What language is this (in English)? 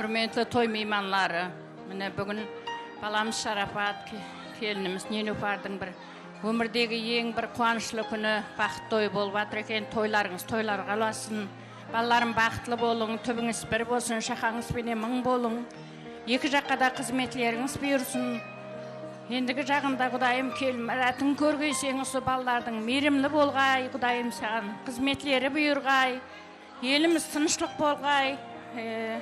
Kara-Kalpak